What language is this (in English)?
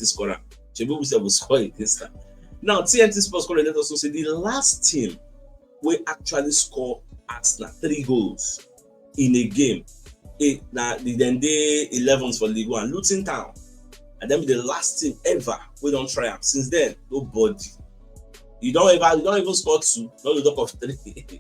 Nigerian Pidgin